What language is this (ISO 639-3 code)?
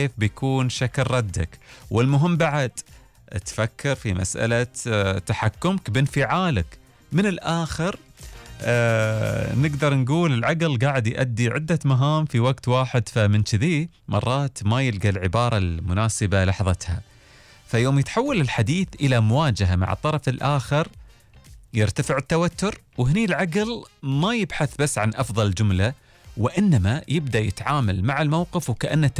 afb